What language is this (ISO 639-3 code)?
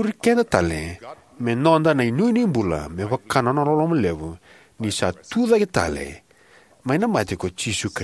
fij